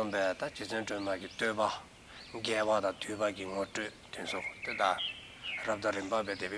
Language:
Dzongkha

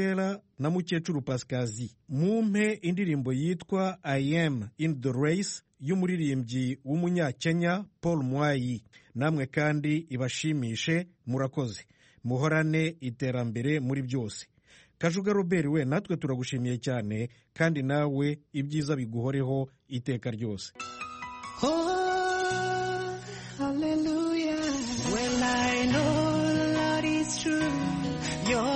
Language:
Kinyarwanda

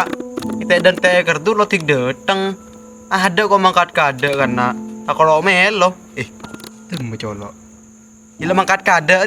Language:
Madurese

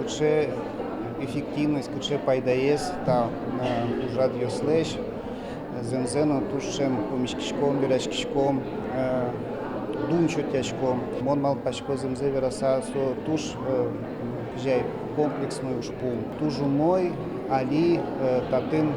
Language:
Udmurt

